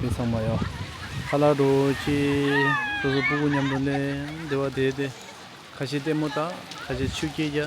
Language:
Tibetan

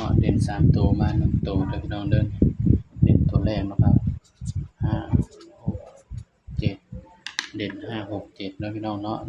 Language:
Northeastern Thai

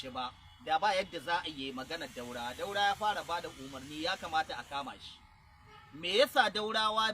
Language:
Hausa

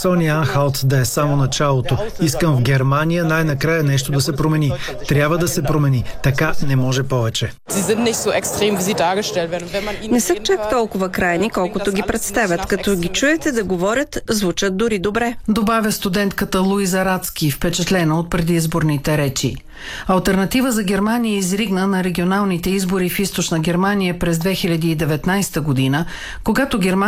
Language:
Bulgarian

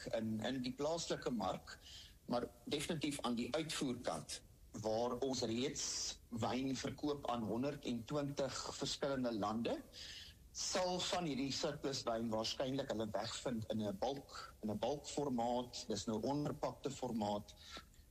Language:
Afrikaans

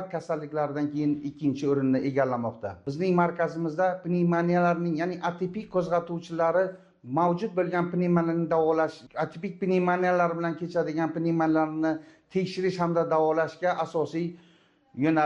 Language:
Uzbek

